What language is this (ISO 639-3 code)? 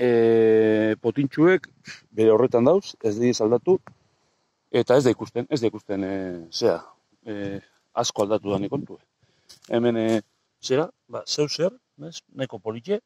eus